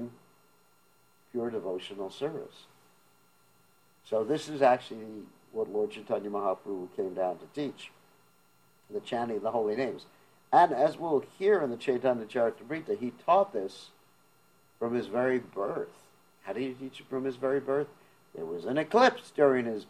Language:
English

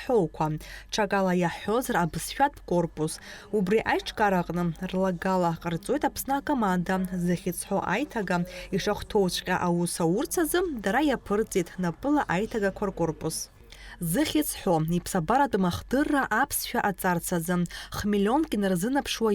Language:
Abkhazian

